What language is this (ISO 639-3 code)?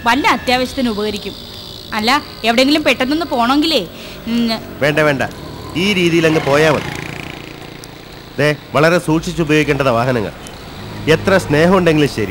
mal